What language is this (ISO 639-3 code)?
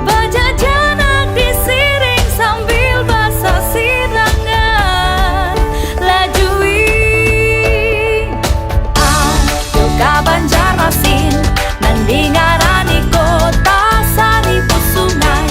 bjn